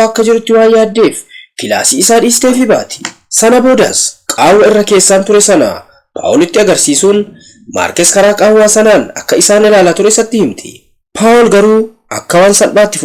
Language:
Oromo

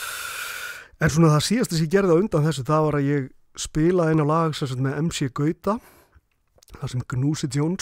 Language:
Icelandic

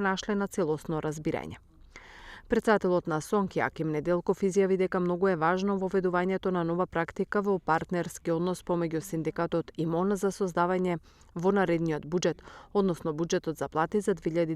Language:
Macedonian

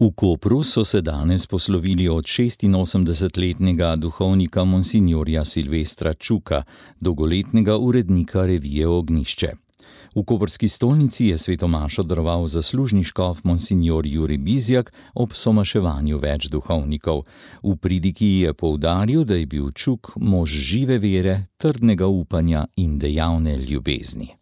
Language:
Slovenian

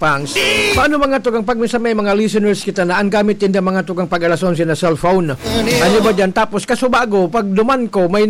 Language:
Bikol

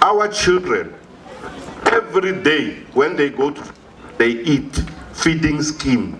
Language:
Venda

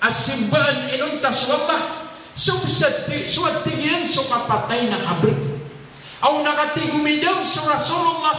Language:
Maranao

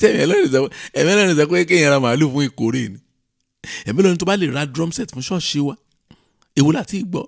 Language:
Yoruba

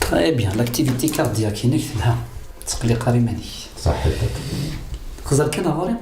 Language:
Kabyle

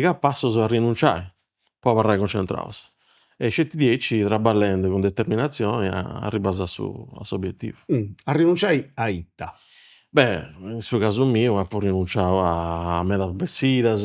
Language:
Sardinian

